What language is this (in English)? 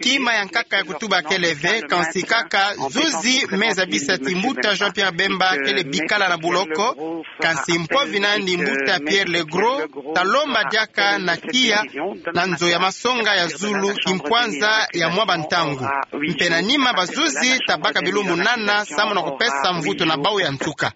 Kituba (Democratic Republic of Congo)